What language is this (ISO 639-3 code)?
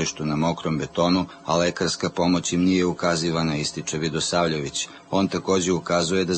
srp